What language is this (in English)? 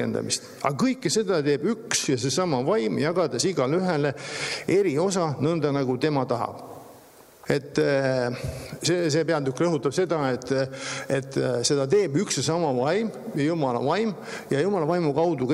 Estonian